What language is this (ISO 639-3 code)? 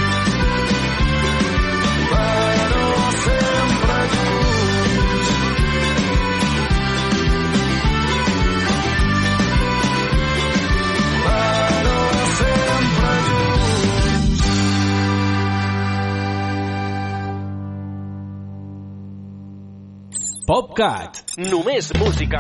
cat